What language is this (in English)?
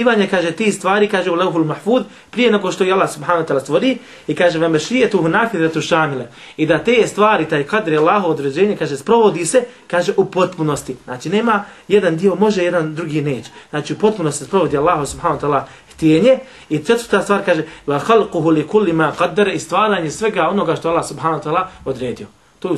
Bosnian